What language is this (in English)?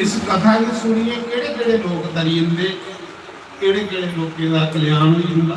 Dogri